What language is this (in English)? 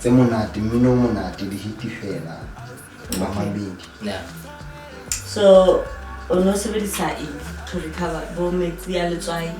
Southern Sotho